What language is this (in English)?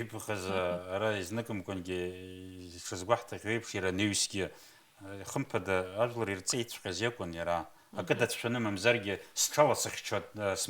Abkhazian